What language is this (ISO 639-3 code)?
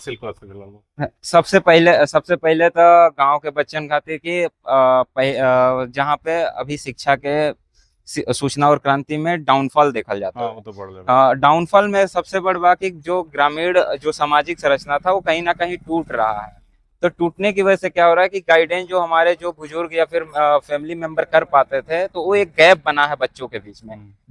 bho